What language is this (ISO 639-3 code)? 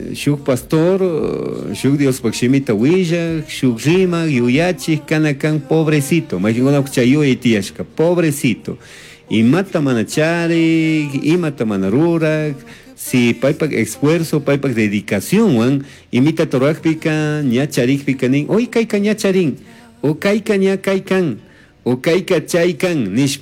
qug